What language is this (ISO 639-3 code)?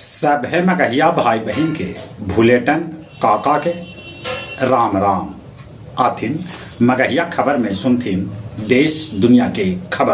mag